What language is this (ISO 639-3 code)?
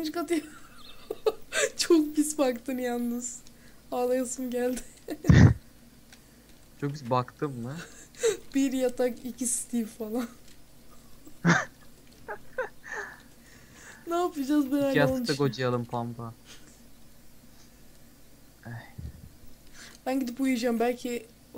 tur